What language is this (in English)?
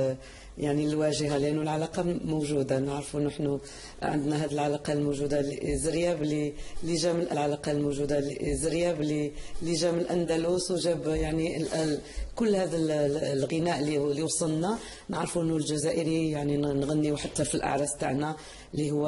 Algerian Arabic